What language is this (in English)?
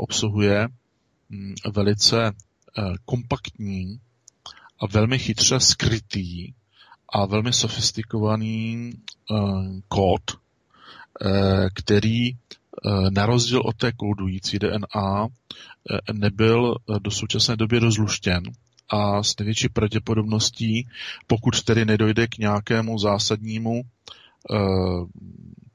Czech